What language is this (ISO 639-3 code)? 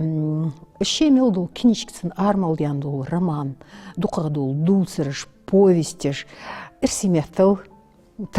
inh